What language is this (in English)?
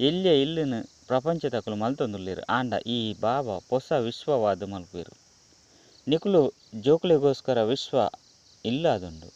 Tulu